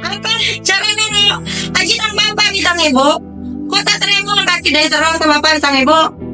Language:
Madurese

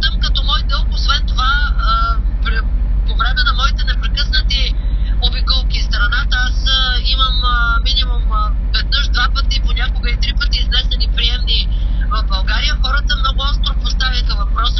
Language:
Bulgarian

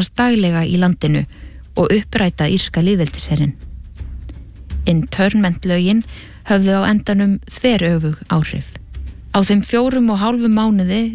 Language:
Icelandic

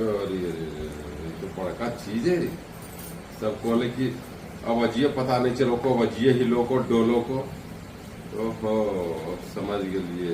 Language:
Magahi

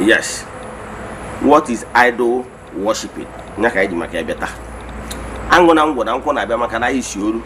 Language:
Igbo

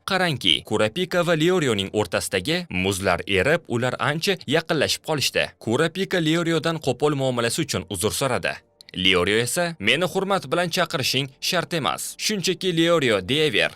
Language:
Uzbek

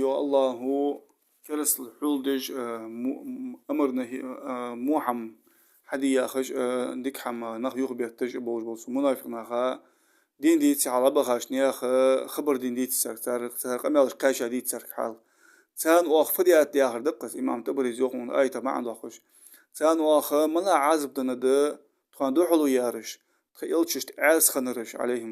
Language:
Ingush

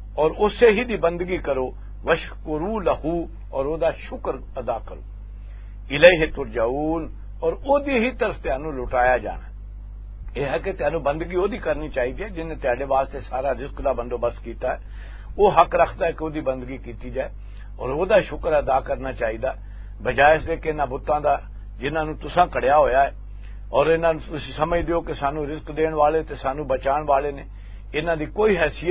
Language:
Western Panjabi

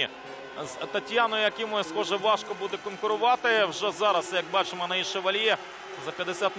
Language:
Ukrainian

